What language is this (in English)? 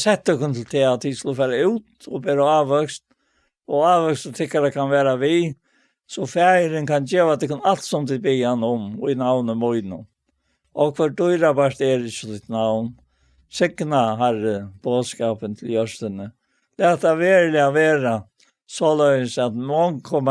Faroese